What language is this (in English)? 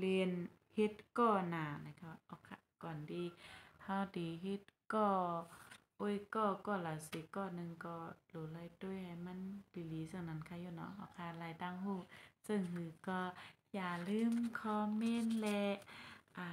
Shan